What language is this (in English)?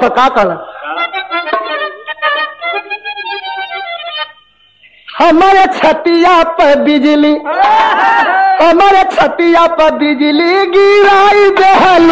Bhojpuri